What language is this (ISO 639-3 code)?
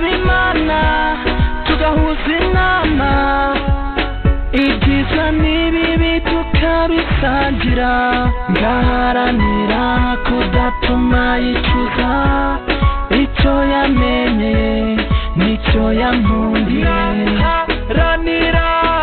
kin